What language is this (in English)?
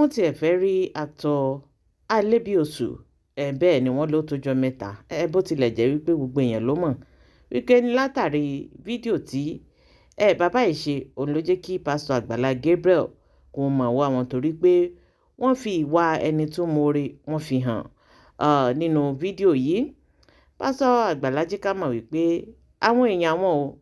Yoruba